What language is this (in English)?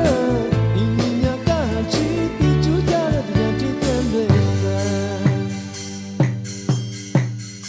Burmese